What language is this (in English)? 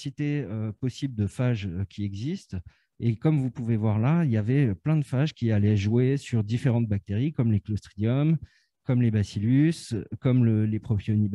French